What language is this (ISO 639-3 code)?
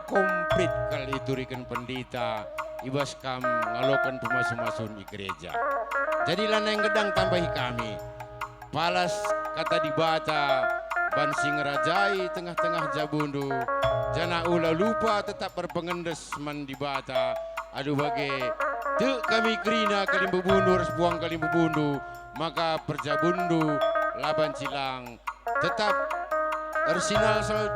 btx